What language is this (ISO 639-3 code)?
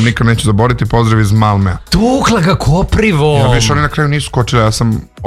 srp